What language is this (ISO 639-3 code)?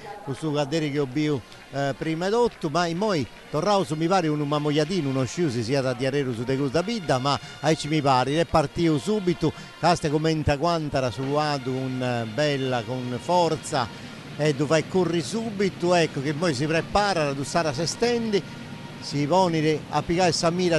srd